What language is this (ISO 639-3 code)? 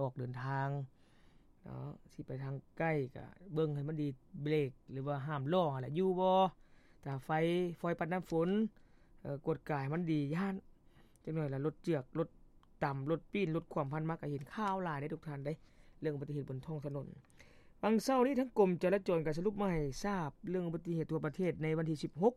lao